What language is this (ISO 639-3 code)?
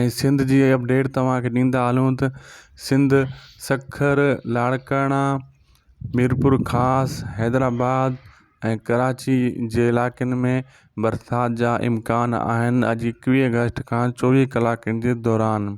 snd